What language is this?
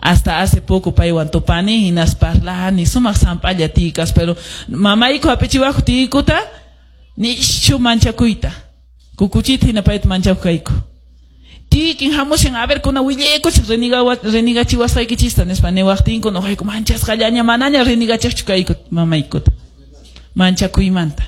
Quechua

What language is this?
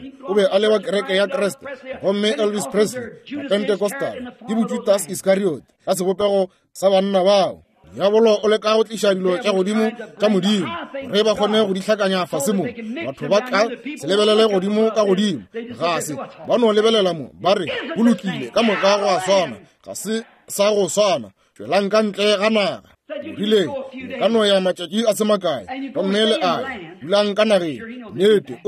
Northern Sotho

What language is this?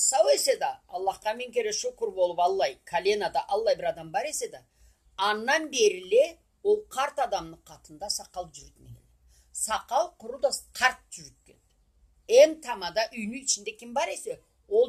Karachay-Balkar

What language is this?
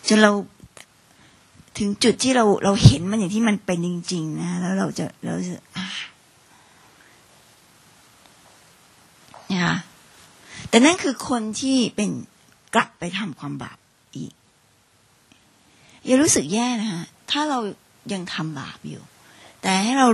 Thai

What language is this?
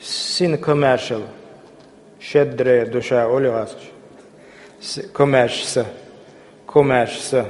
Chechen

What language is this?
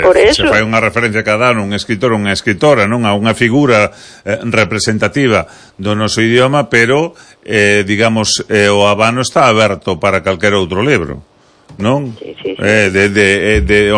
Galician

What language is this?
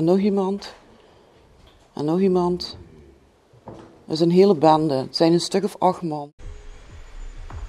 Dutch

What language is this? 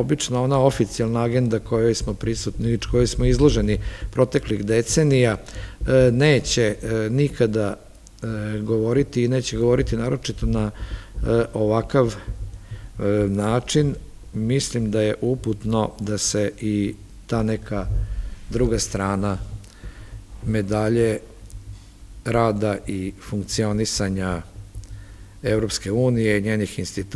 Serbian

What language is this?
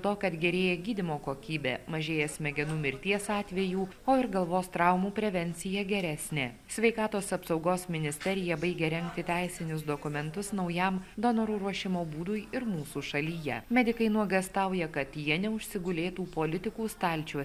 Lithuanian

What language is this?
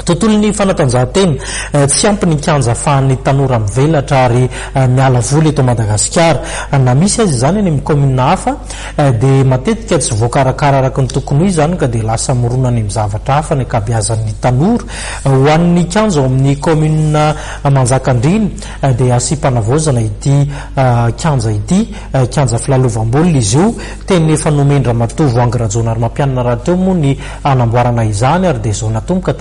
Malagasy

